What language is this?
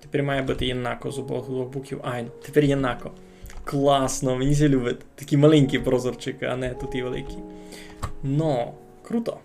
Rusyn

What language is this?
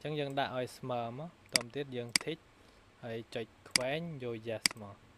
Khmer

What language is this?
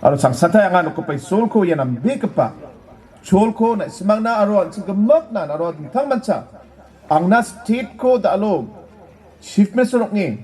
Garo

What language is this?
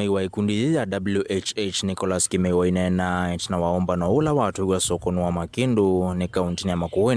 Kamba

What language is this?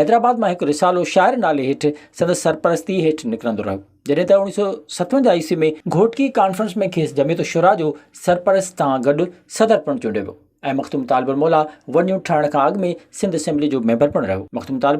Sindhi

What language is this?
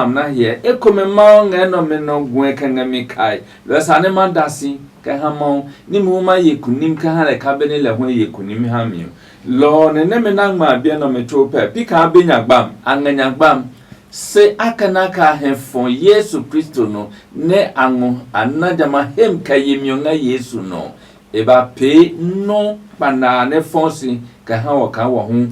Adangme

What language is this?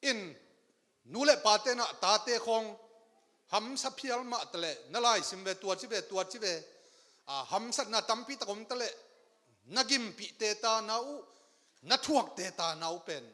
Tedim Chin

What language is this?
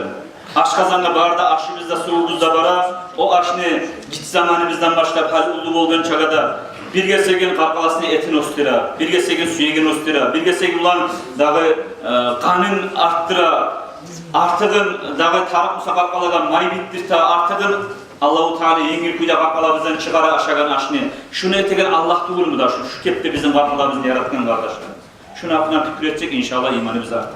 Kumyk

